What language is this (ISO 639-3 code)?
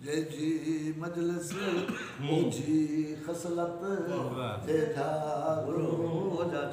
skr